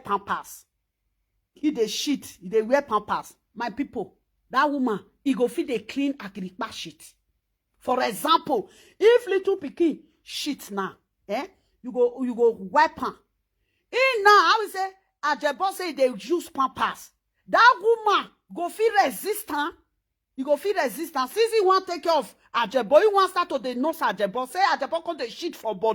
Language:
Nigerian Pidgin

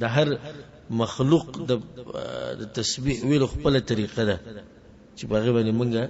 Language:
Pashto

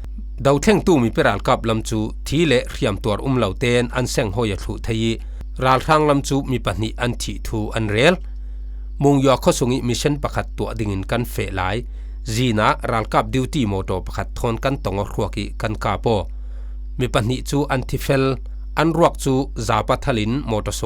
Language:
Falam Chin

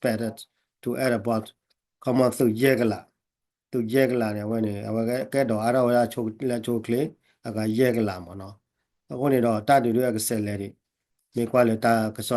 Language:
S'gaw Karen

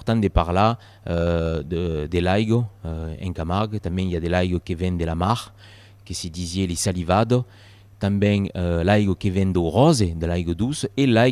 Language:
Occitan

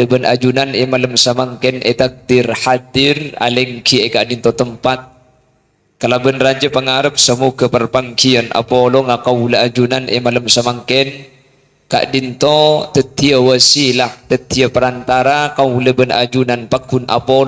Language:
Madurese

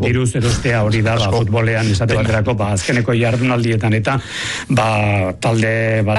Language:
Basque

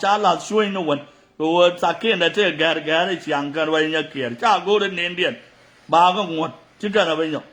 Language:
Nuer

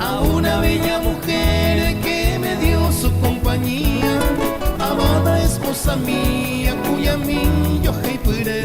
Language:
Guarani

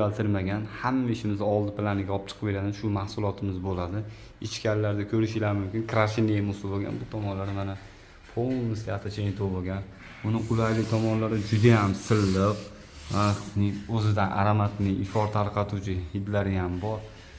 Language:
Uzbek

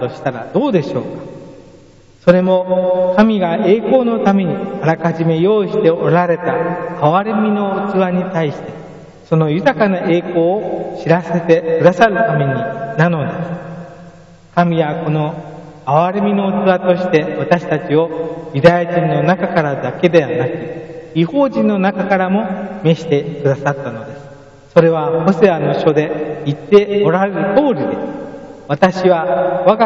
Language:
Japanese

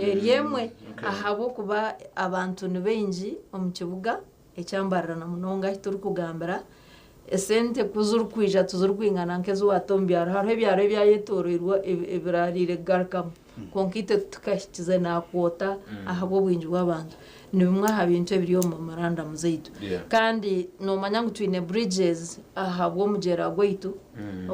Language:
Nyankole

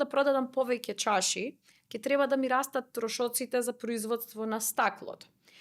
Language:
Macedonian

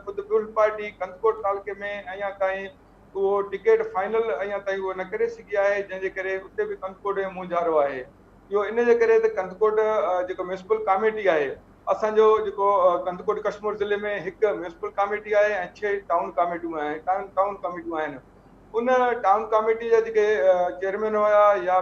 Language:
Sindhi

